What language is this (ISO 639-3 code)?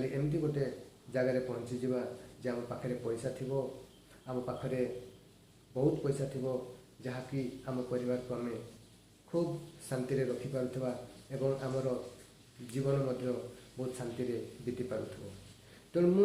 ori